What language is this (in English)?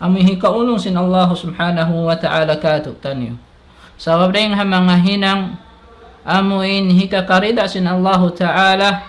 Tausug